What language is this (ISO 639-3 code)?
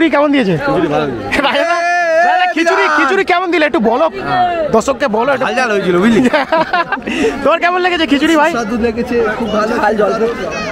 ben